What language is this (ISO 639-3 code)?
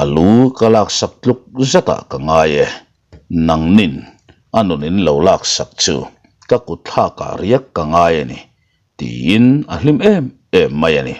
lus